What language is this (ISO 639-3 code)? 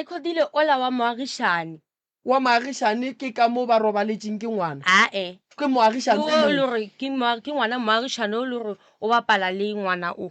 nso